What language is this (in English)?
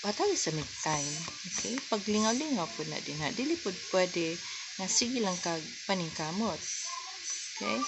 Cebuano